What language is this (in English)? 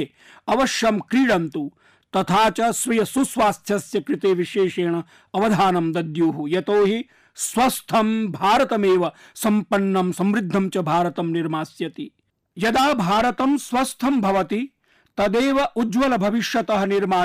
Sanskrit